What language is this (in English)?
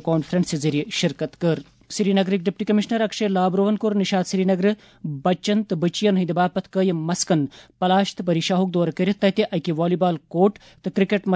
Kashmiri